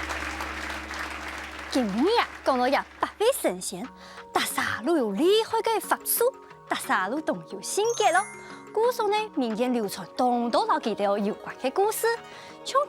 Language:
Hakka Chinese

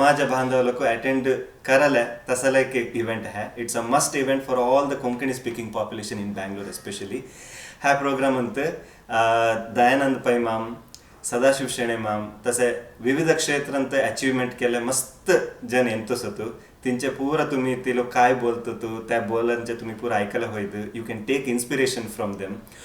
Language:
Konkani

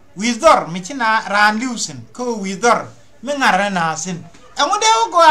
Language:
Nuer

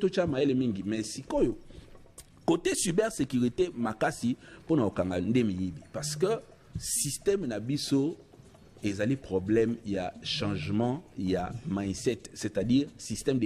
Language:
Lingala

